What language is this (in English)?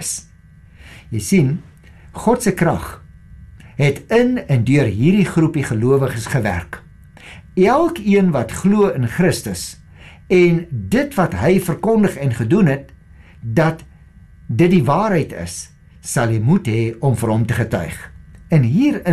Afrikaans